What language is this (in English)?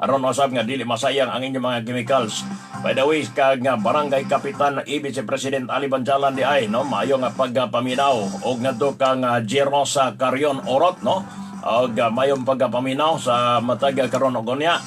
Cebuano